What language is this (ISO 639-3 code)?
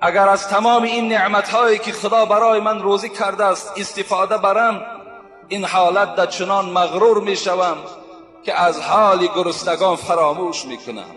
tgk